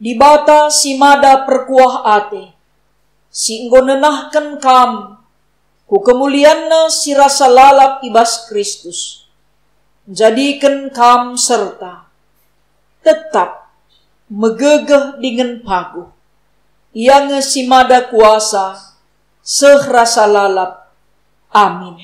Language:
Batak Karo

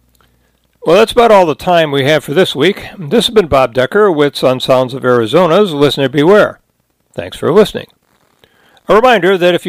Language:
English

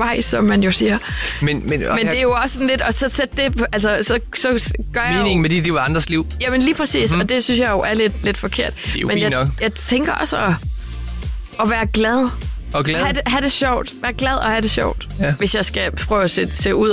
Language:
Danish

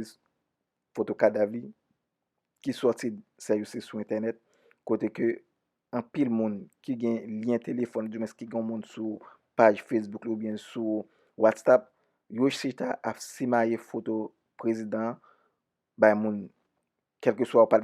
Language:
Haitian Creole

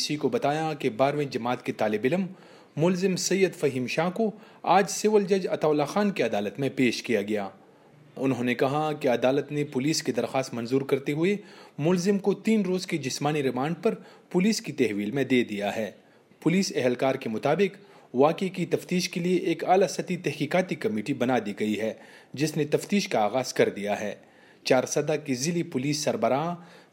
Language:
Urdu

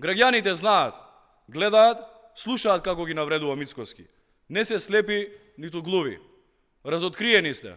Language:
Macedonian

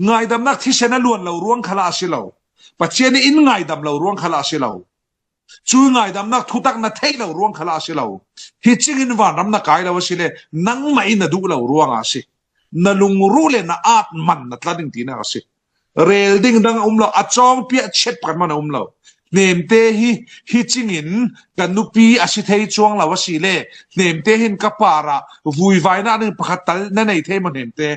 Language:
Falam Chin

